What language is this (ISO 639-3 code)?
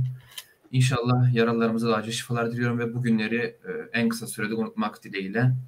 tur